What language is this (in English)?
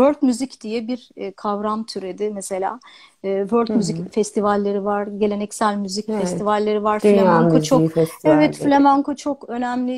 Turkish